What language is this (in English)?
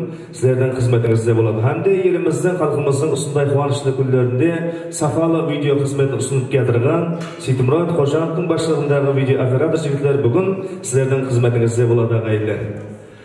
Kara-Kalpak